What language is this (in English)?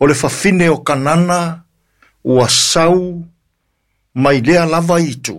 Samoan